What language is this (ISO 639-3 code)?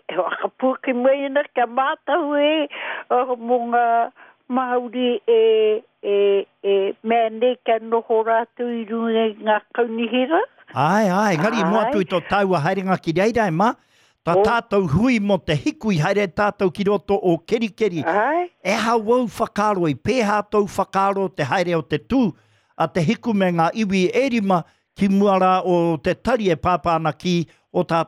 mri